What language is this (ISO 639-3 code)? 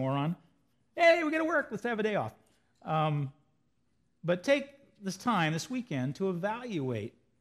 eng